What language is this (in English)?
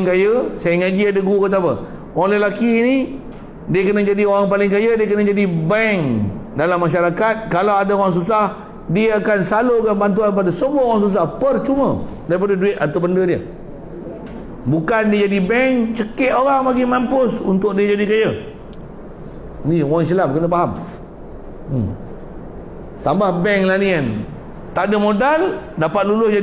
Malay